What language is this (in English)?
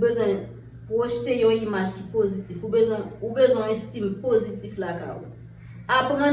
Haitian Creole